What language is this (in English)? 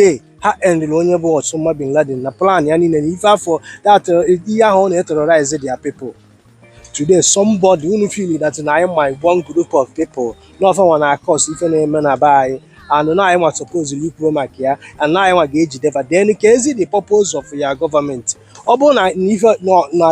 Igbo